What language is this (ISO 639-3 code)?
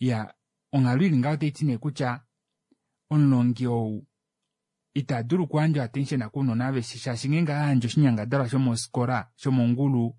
kua